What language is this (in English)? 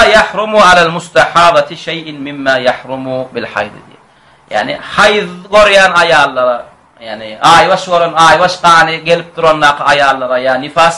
Turkmen